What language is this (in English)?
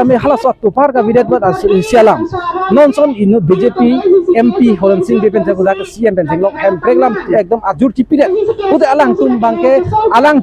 Karbi